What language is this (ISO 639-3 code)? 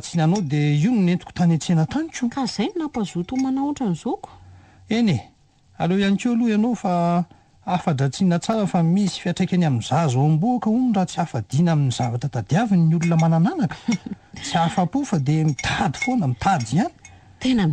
mlg